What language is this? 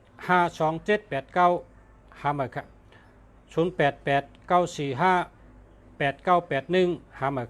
Shan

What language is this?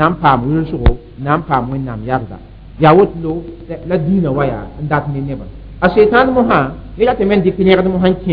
Mossi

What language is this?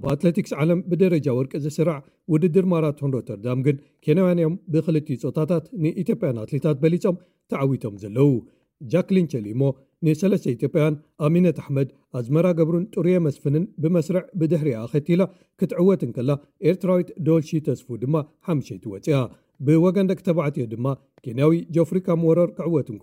Tigrinya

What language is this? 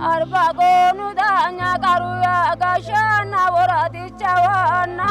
Sidamo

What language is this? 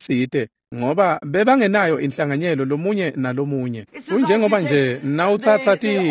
Swati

